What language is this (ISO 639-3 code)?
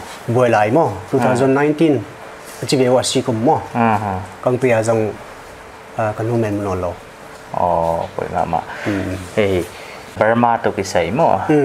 pck